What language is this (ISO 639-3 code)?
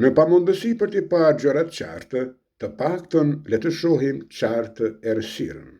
sqi